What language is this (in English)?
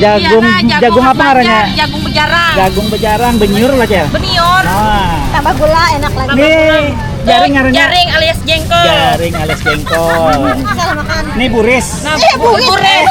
Banjar